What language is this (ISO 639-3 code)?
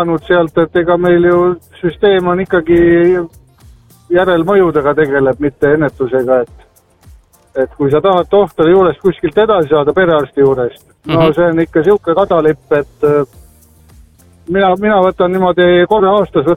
est